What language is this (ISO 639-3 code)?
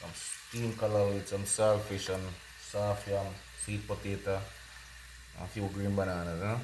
jam